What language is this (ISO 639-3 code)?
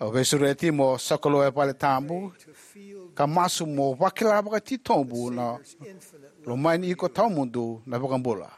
fij